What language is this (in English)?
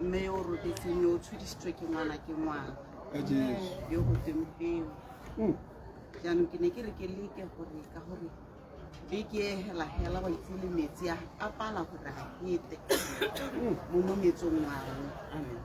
Tswana